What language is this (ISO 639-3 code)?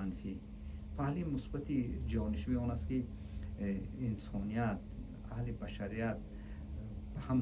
tgk